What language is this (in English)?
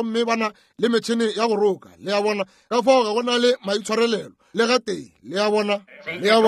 Northern Sotho